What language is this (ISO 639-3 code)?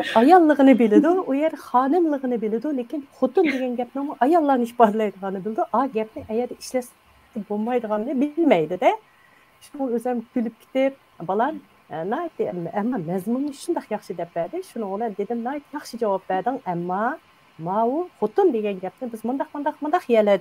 uig